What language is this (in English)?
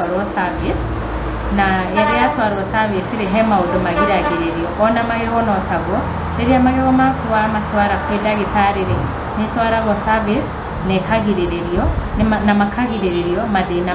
Kikuyu